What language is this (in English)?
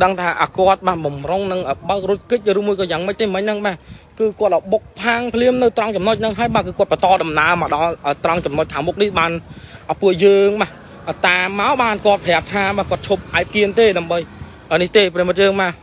Khmer